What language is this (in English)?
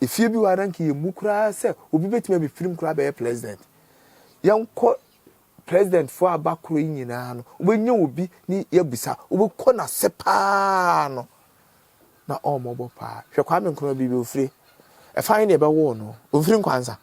Akan